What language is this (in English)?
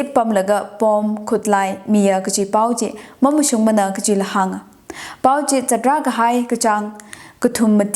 Tangkhul Naga (India)